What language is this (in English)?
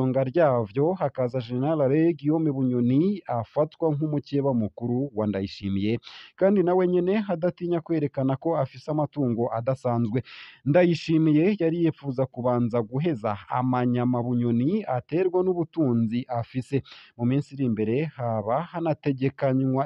Rundi